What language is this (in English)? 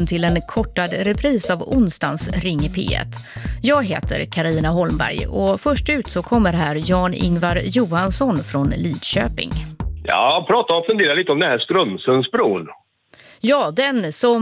Swedish